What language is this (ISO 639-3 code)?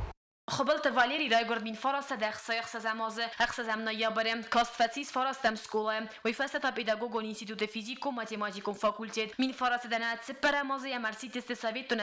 oss